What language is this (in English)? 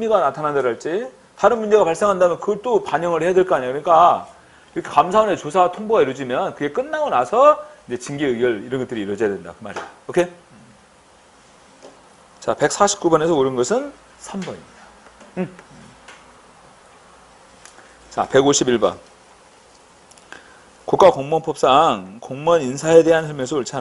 Korean